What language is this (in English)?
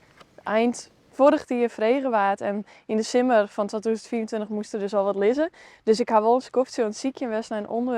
Western Frisian